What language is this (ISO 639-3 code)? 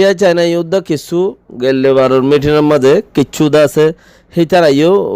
rhg